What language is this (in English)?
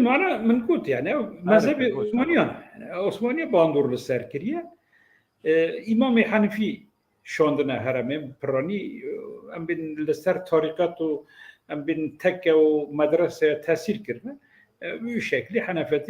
Kurdish